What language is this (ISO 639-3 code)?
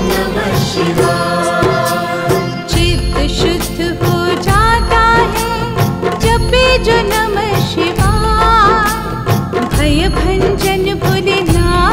hin